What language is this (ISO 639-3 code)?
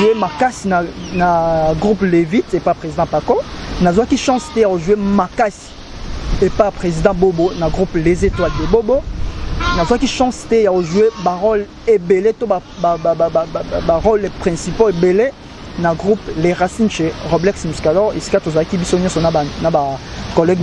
lin